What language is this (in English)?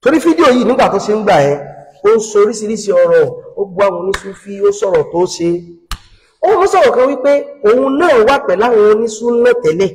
Yoruba